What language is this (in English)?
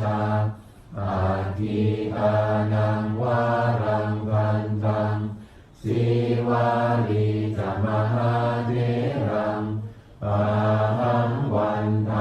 Pali